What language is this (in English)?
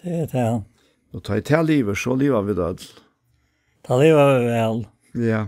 Faroese